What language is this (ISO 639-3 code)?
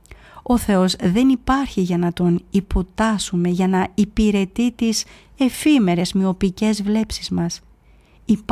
ell